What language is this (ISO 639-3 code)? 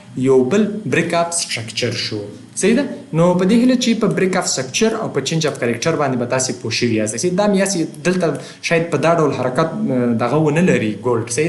pus